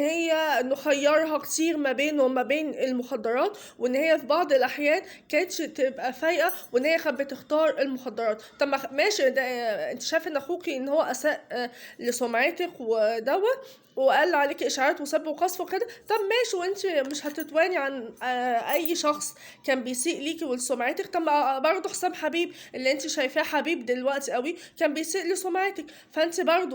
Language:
Egyptian Arabic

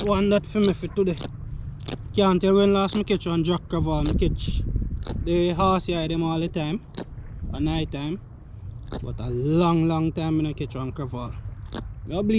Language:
Jamaican Creole English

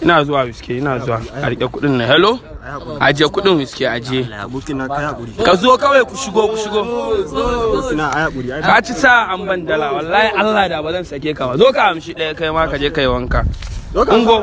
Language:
Hausa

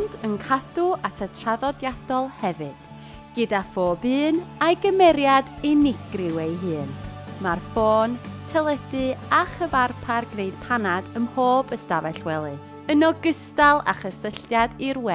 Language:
Welsh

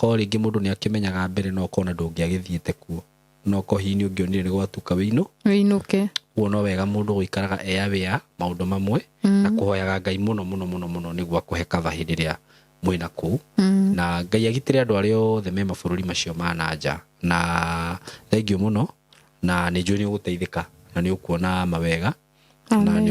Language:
Kikuyu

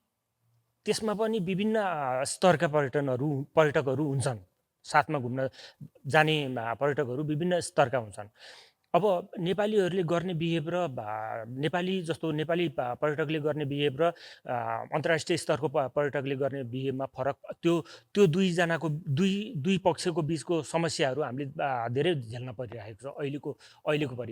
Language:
Nepali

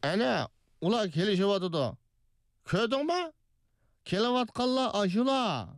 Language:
Uyghur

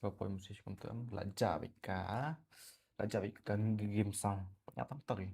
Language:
Khasi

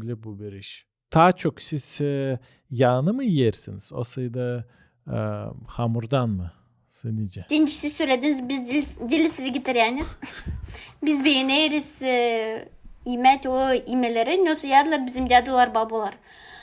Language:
Gagauz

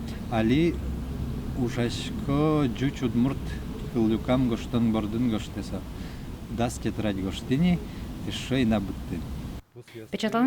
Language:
Udmurt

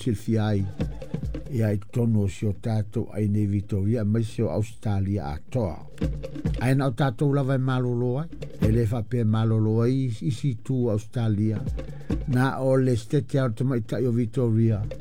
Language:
Samoan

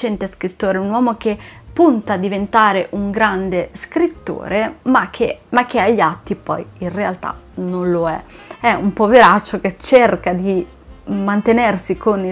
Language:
Italian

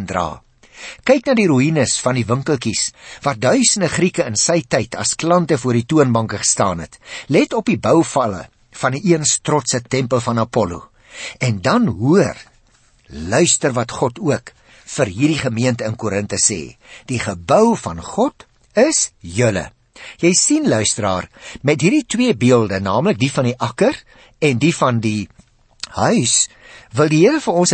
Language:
Afrikaans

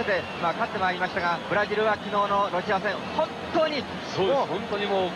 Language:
Japanese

